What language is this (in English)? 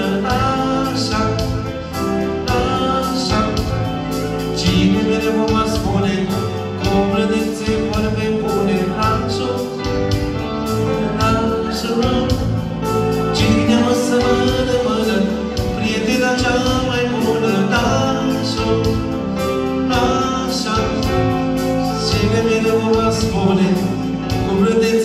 Romanian